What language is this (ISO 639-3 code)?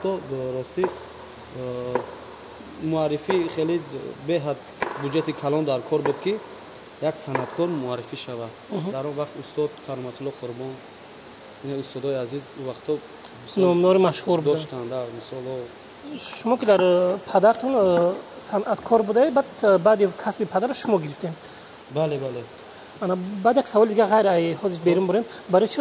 tgk